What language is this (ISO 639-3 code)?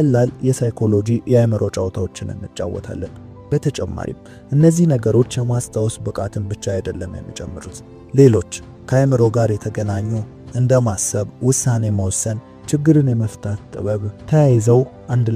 amh